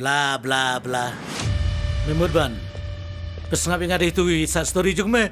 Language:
Khasi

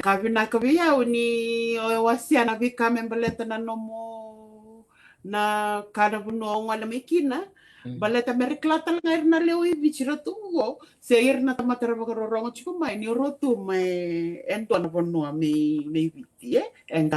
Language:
Fijian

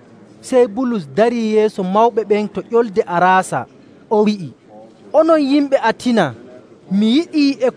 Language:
Nigerian Fulfulde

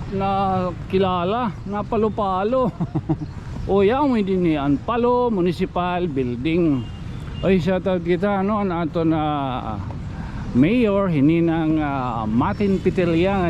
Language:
Waray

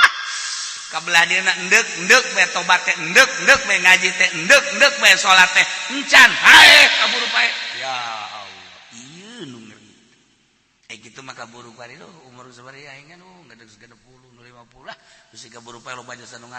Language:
Sundanese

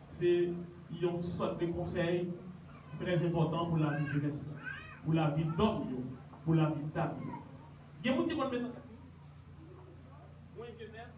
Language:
Haitian Creole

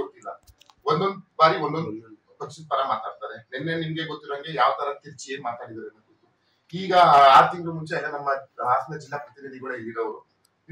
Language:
Kannada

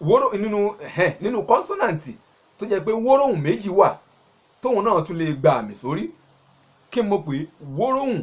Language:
Yoruba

